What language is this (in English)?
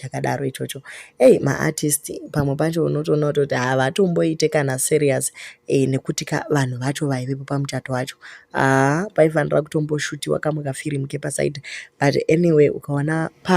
Shona